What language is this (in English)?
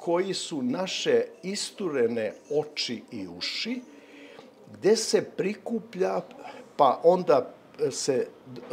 Serbian